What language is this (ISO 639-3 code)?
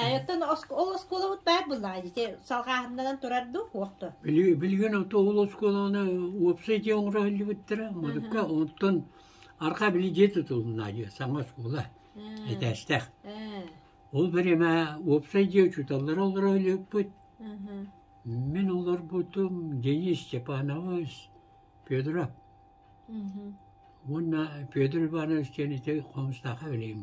sah